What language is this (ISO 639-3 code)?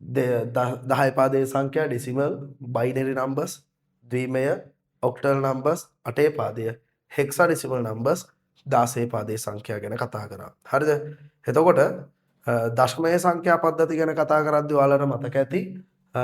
sin